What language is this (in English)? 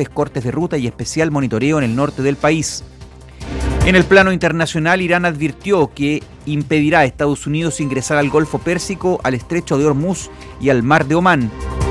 Spanish